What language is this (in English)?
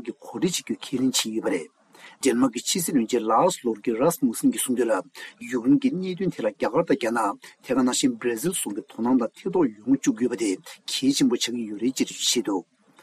Tibetan